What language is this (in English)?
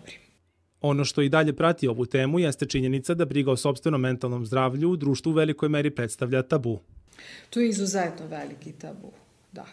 Serbian